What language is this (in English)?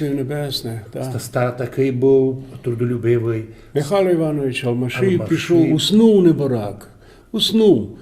Rusyn